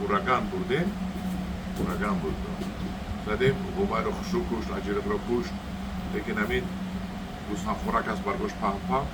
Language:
Tajik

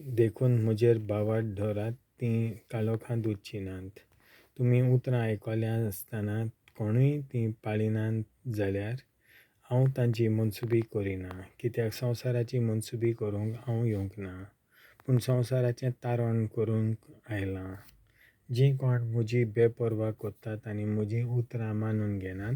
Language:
Konkani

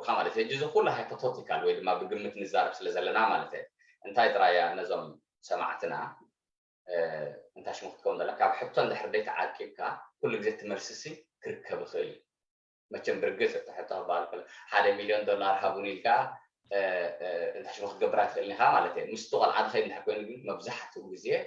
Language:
Tigrinya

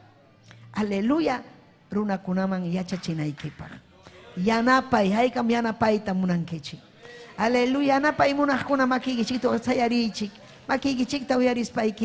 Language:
Ayacucho Quechua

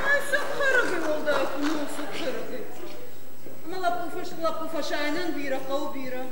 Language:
Ossetic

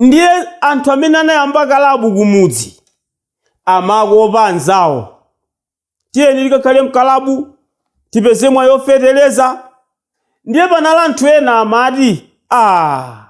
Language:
Nyanja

